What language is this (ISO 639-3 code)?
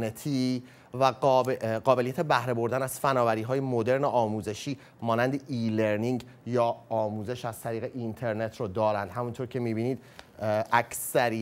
fas